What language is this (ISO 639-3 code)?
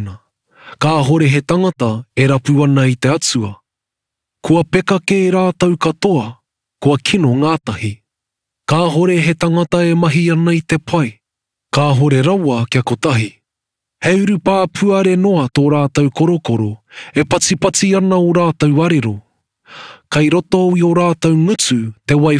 mri